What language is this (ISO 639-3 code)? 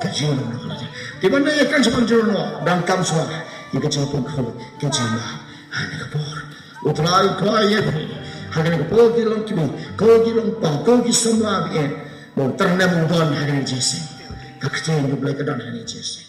kha